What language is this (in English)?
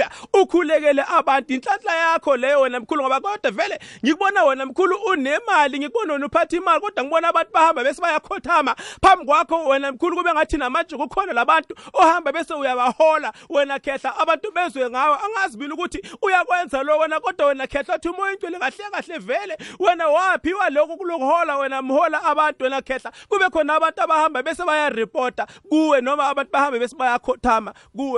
South Ndebele